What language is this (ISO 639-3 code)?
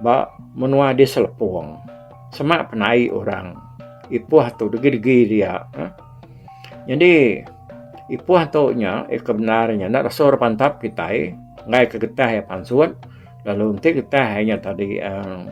iba